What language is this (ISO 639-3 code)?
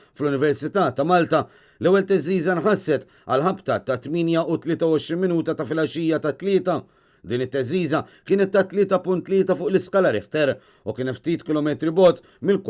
mlt